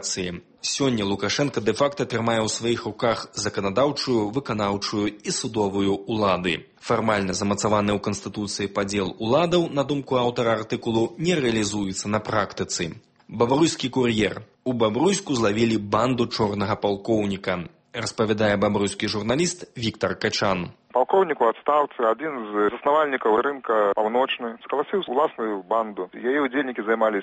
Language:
Belarusian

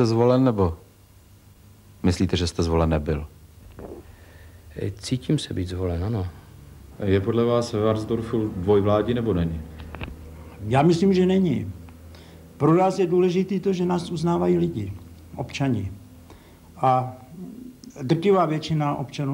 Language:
Czech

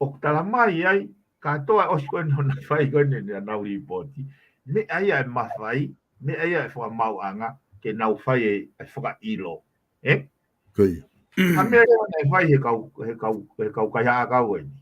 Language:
Tongan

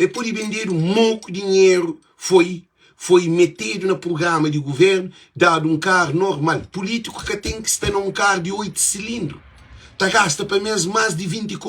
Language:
Kabuverdianu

